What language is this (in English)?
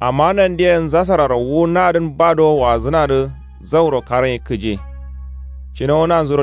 Kanuri